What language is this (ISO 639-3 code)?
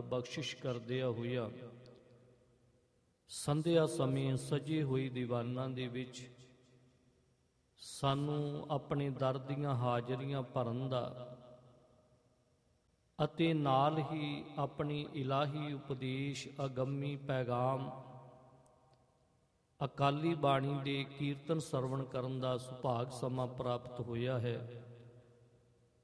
pan